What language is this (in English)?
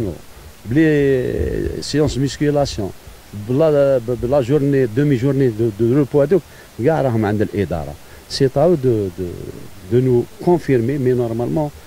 Algerian Arabic